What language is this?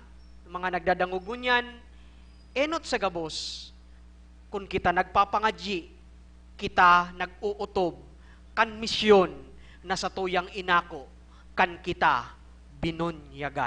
Bikol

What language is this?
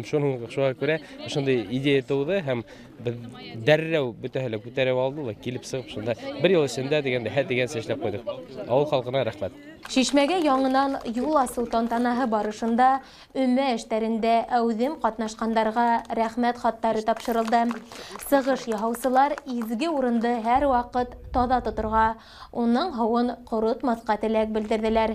Bashkir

